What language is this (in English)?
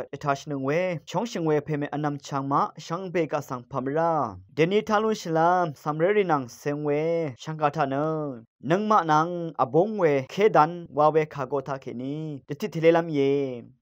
Rawang